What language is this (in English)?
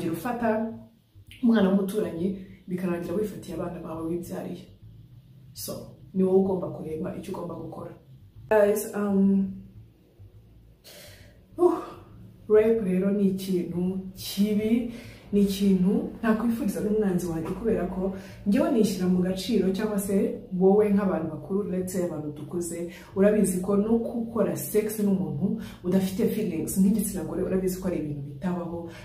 Kinyarwanda